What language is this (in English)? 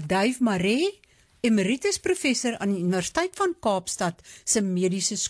Afrikaans